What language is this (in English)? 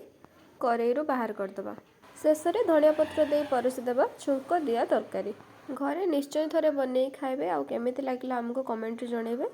Odia